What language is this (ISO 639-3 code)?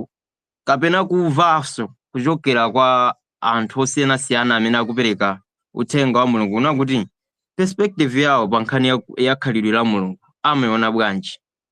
nya